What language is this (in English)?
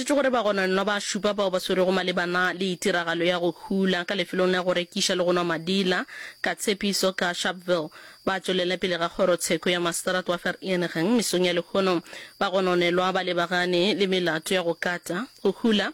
Northern Sotho